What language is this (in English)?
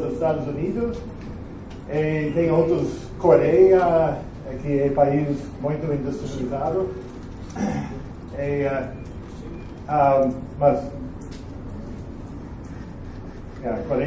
Portuguese